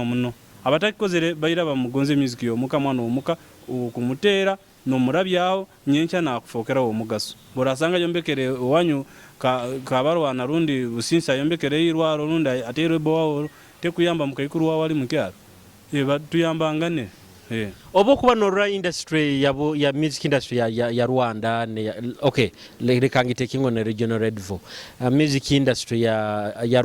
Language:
Nyoro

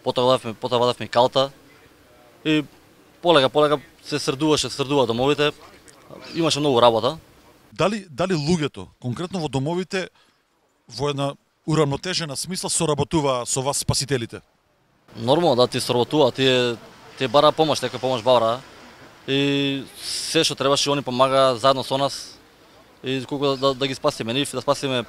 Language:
Macedonian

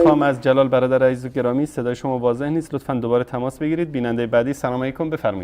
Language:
Persian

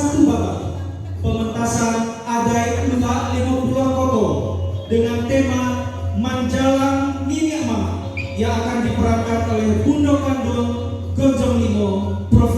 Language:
Minangkabau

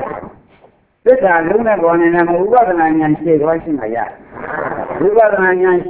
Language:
Burmese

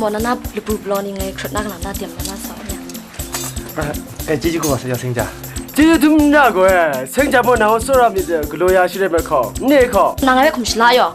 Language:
Kachin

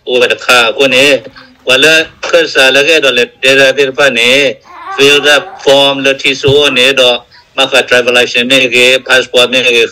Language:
S'gaw Karen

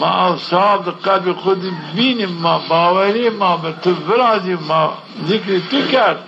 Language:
Zaza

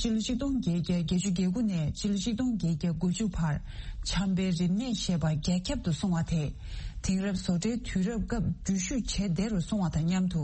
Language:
Tibetan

